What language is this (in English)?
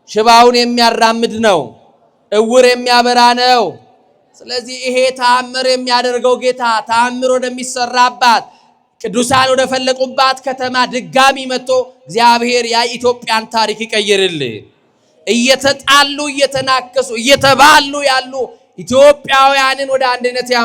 Amharic